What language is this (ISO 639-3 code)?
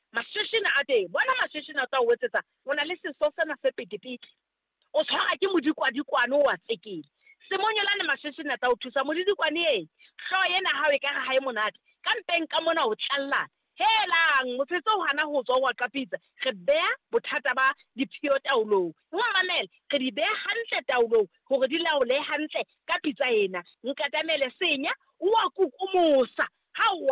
sot